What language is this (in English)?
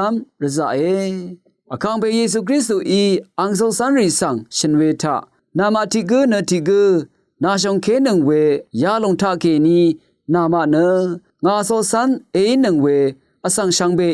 Rawang